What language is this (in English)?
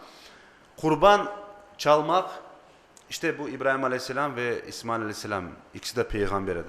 Crimean Tatar